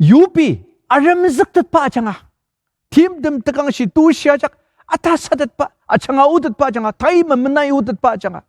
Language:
Ao Naga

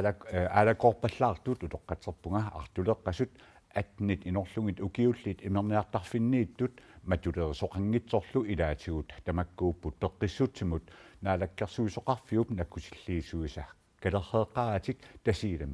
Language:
Kalaallisut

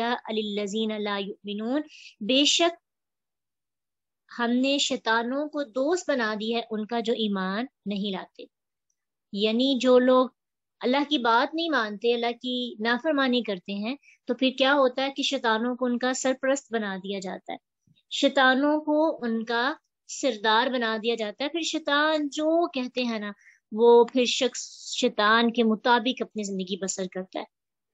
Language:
Urdu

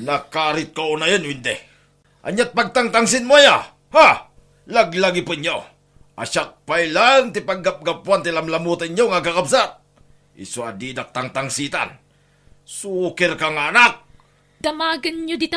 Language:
Iloko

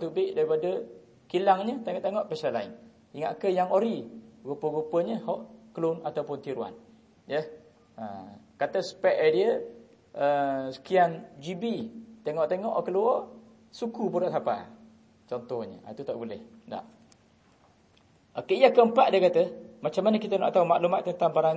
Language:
Malay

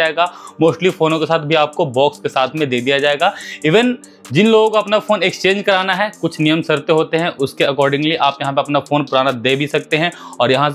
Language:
Hindi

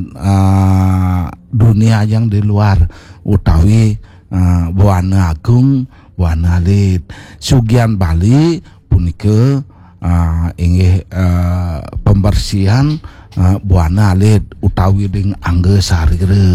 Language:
Balinese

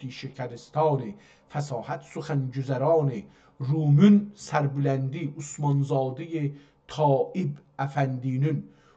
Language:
South Azerbaijani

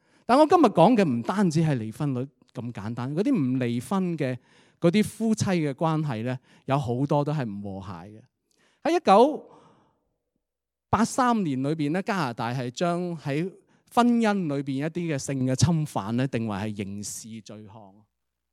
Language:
Cantonese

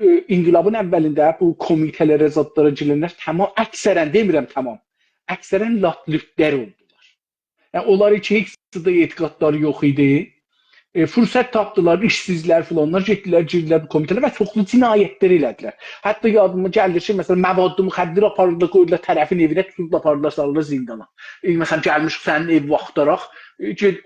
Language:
South Azerbaijani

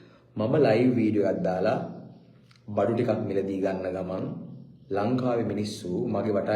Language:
Sinhala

